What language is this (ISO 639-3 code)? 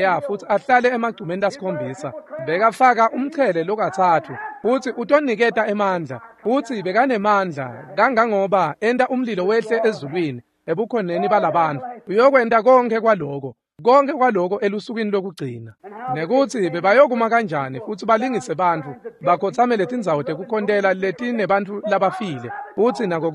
ssw